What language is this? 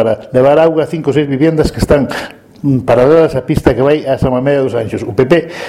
Galician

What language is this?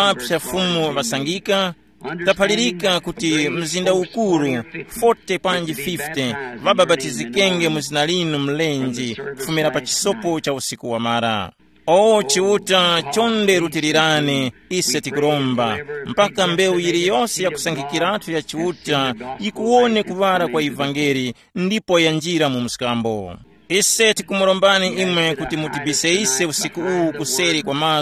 Tumbuka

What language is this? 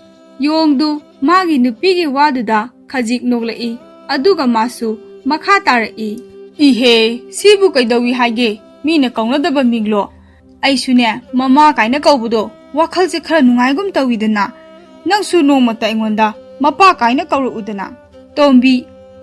Manipuri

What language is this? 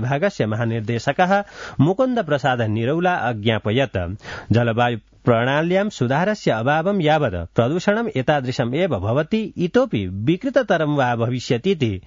Sanskrit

